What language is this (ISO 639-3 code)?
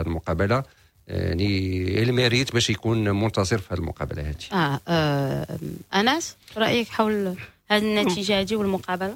ary